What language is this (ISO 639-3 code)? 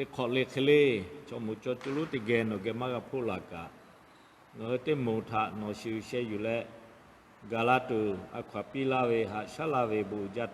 lhu